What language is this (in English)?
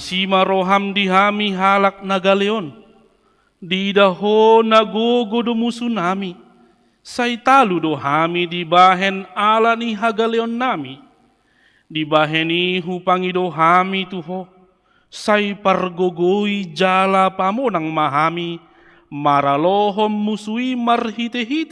Batak Toba